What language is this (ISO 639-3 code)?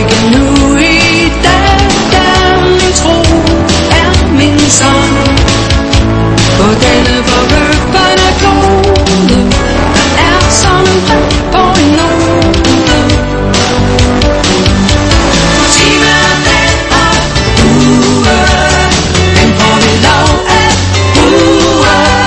dan